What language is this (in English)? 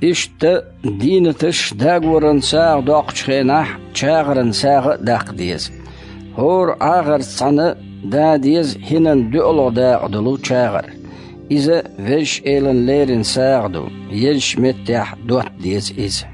Chechen